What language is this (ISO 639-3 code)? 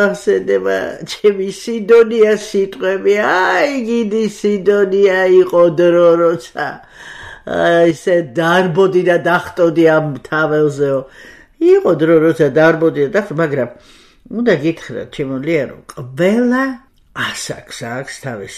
kat